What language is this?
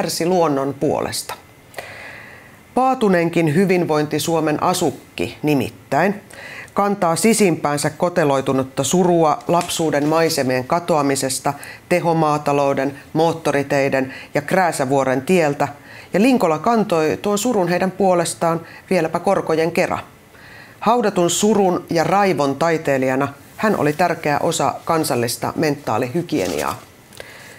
Finnish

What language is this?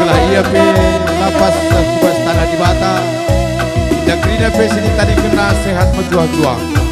Batak Karo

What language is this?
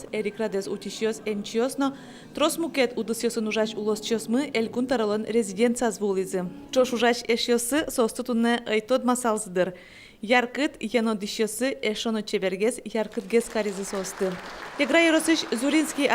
Udmurt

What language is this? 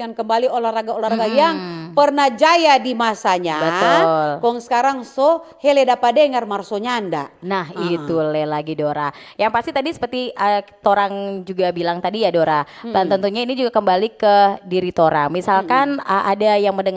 Manado Malay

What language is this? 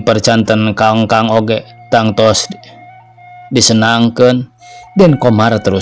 Sundanese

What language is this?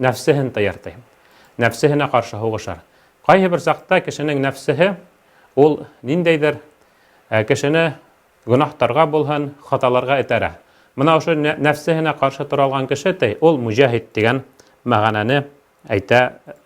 Bashkir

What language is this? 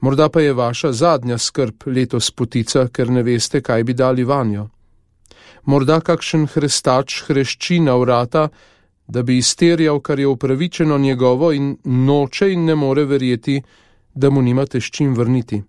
Slovenian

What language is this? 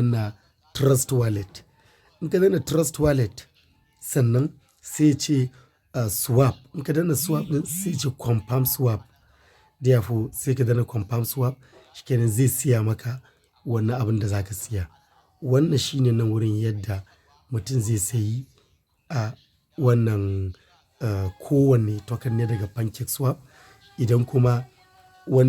Hausa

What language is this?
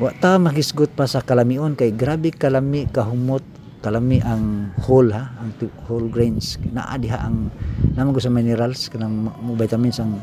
Cebuano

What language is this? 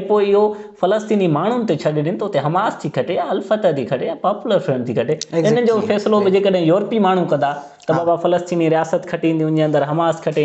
Sindhi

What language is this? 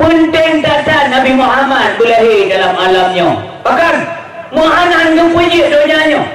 Achinese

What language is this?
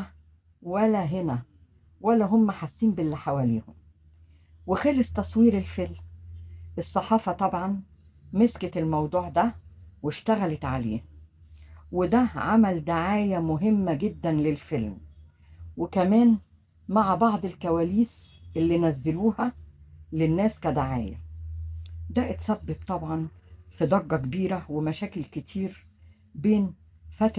Egyptian Arabic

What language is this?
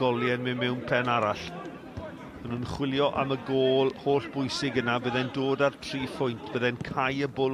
Welsh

